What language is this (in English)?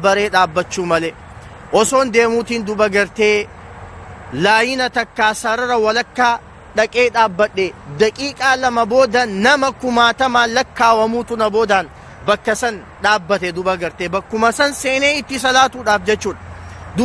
Oromo